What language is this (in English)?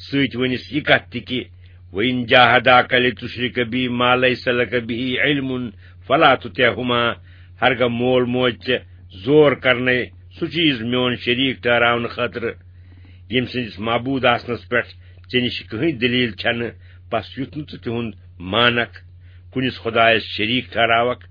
Kashmiri